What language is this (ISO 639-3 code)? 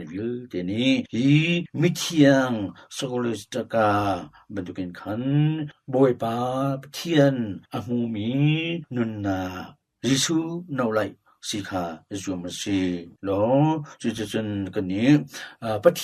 cnh